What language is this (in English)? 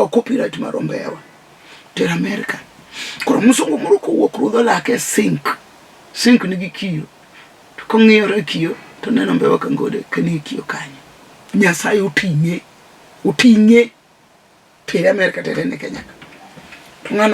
Luo (Kenya and Tanzania)